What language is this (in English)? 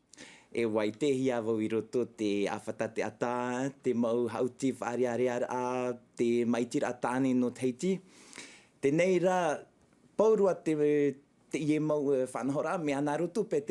Tahitian